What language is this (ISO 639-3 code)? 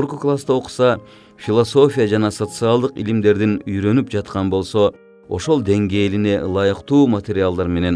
kir